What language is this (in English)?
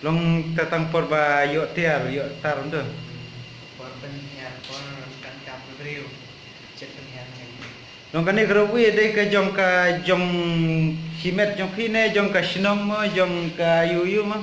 Khasi